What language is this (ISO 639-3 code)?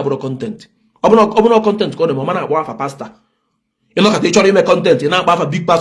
ibo